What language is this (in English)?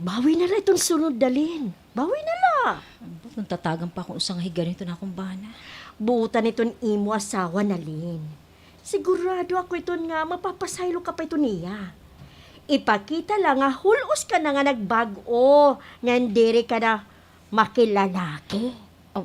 Waray